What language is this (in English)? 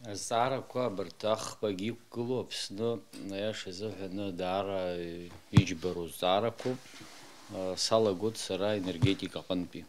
Abkhazian